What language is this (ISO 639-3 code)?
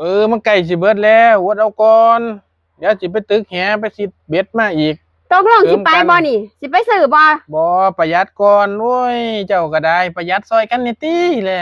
tts